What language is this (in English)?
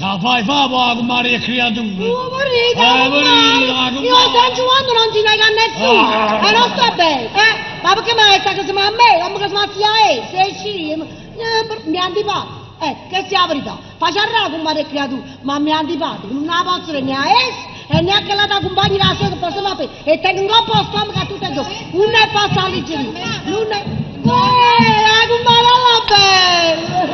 Neapolitan